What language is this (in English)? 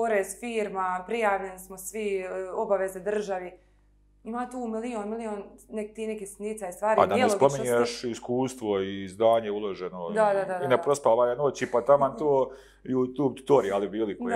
Bosnian